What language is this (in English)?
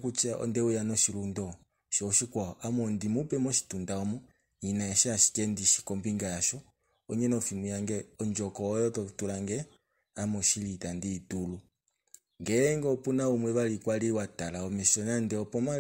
Kuanyama